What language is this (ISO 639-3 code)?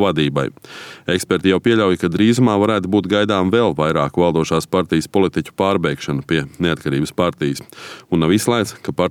lav